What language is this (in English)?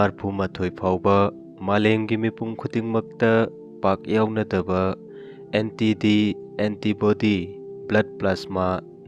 Manipuri